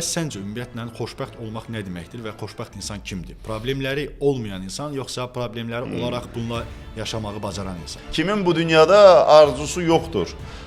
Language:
Azerbaijani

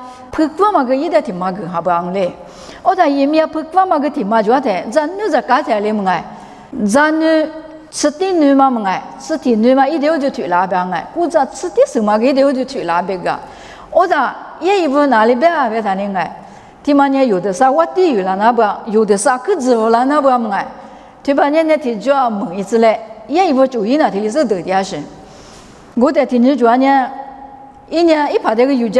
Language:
Lisu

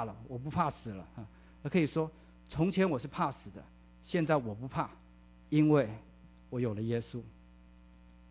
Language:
Chinese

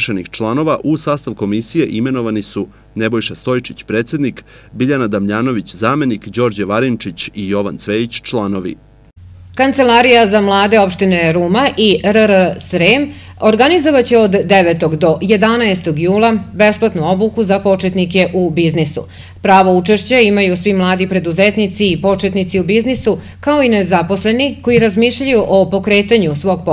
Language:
Serbian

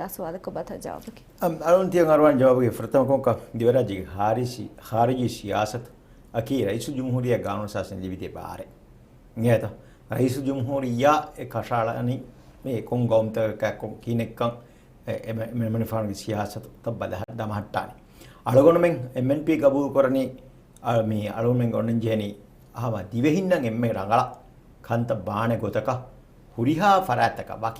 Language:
Divehi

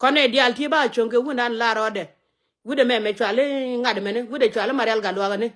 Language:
Nuer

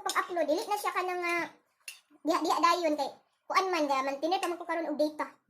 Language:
Cebuano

